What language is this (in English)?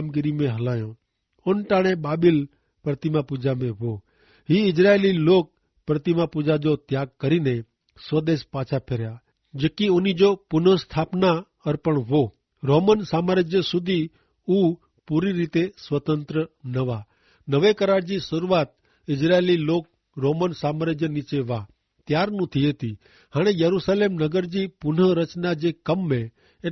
Kachhi